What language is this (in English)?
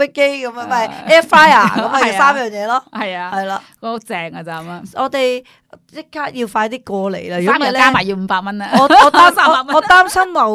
Cantonese